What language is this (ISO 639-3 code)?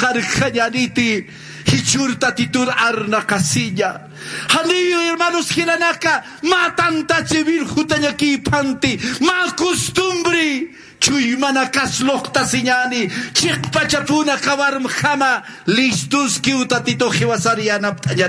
aym